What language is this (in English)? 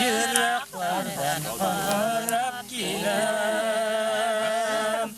Bashkir